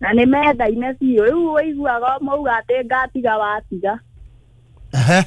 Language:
Kikuyu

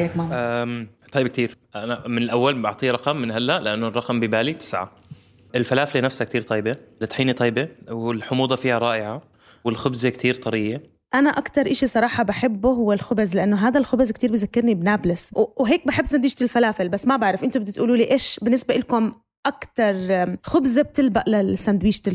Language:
North Levantine Arabic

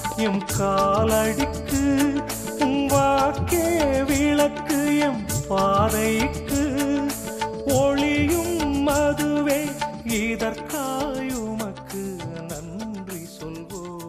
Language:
Tamil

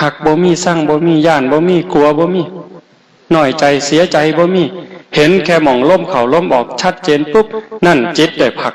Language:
Northeastern Thai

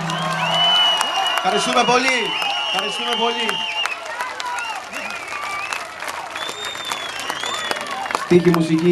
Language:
Greek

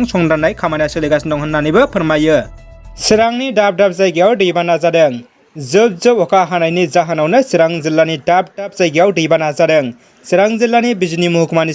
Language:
Bodo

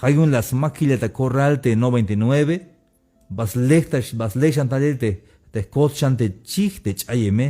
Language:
Tzeltal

